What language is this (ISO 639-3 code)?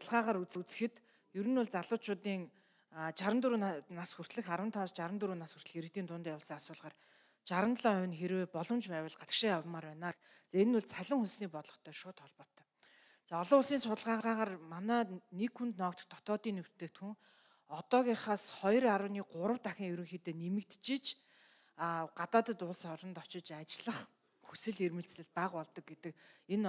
mon